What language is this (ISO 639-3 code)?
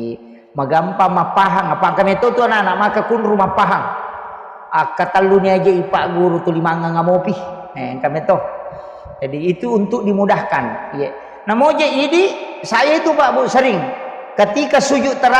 bug